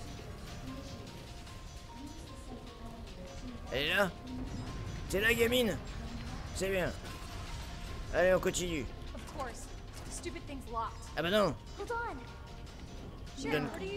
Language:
French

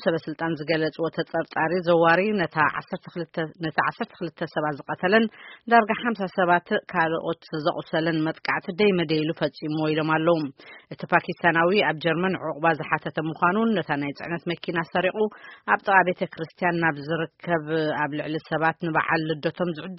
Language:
Tigrinya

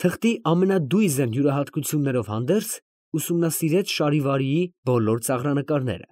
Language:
Armenian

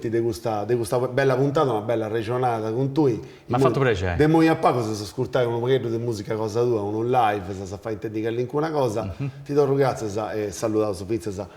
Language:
Sardinian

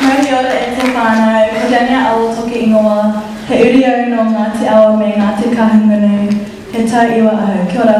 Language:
Māori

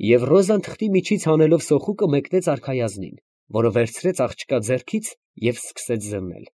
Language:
Armenian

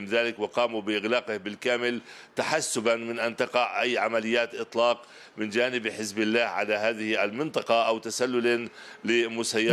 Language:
Arabic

